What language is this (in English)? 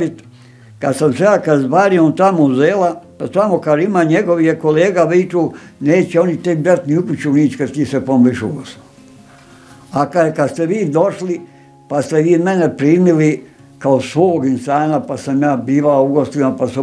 Bosnian